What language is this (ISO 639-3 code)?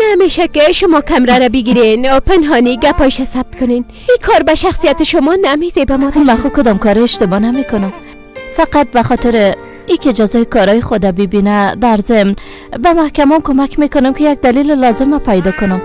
fas